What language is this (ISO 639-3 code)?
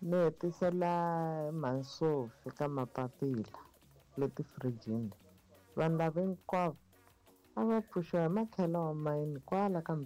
tso